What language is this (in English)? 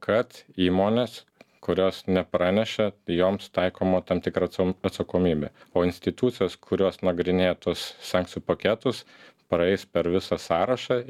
Lithuanian